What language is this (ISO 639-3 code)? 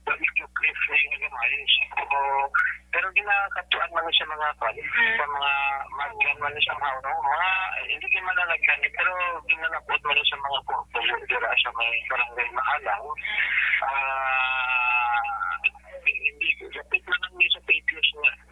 hil